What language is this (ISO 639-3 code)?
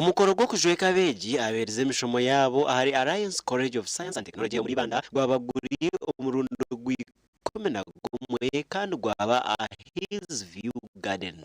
nyn